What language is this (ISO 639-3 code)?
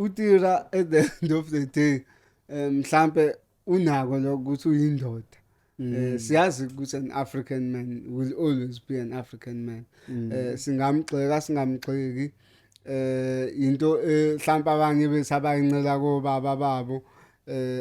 zul